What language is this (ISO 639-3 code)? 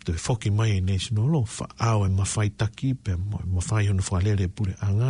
ton